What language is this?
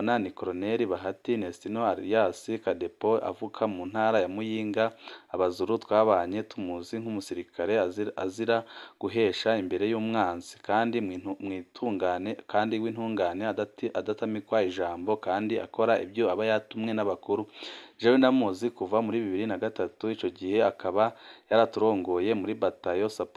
Rundi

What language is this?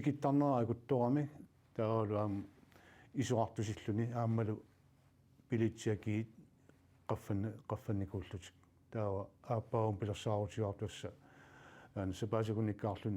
Kalaallisut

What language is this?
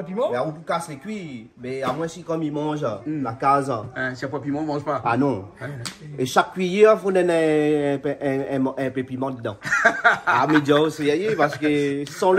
Réunion Creole French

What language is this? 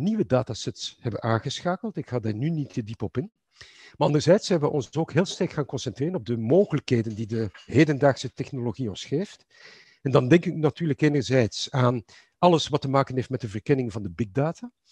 Dutch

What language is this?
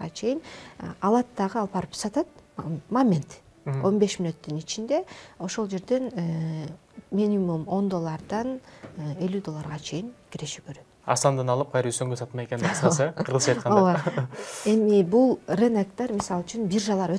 Kyrgyz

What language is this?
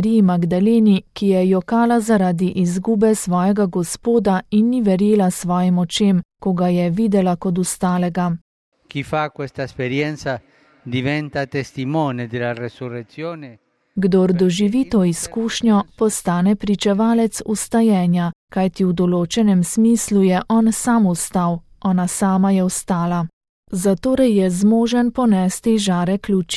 Slovenian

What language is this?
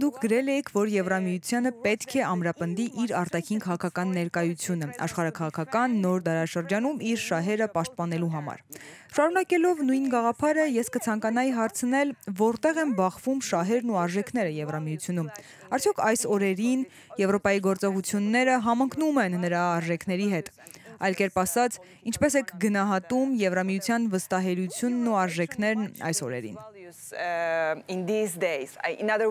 Armenian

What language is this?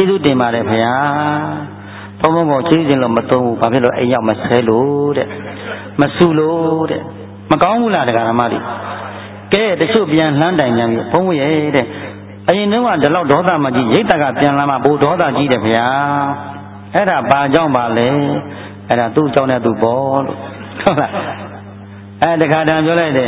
Burmese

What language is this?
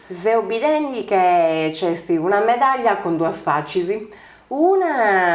Sardinian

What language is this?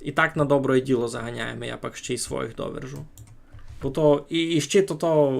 Rusyn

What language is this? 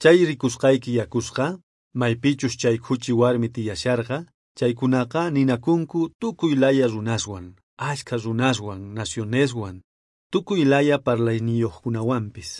South Bolivian Quechua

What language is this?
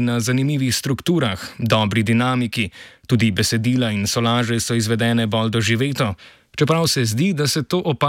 Slovenian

